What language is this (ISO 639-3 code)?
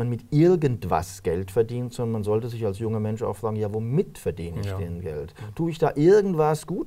deu